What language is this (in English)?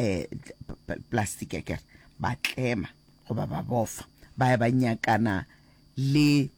Northern Sotho